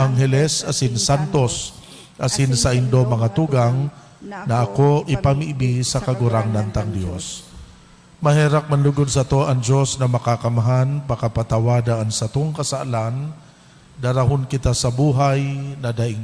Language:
Bikol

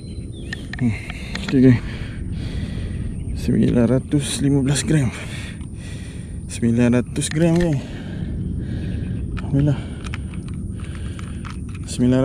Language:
Malay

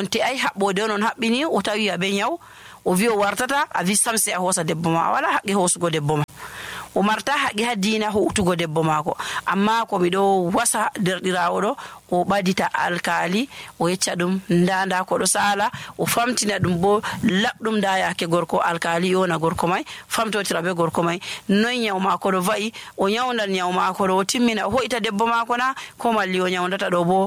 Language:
Nigerian Fulfulde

